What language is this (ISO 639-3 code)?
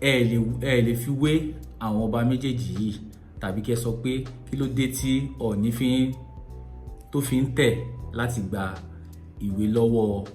yor